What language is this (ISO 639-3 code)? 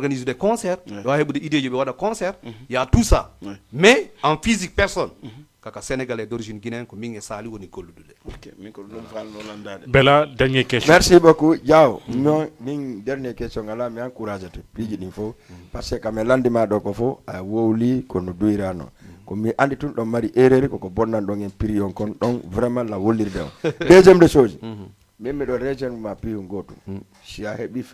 ful